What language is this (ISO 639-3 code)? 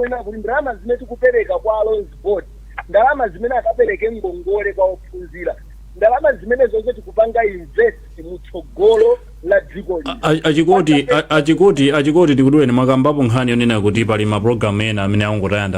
nya